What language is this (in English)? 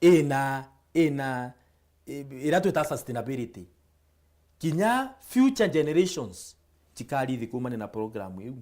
Meru